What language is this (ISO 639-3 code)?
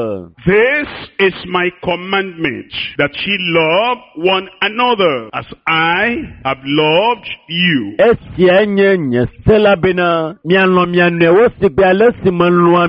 ewe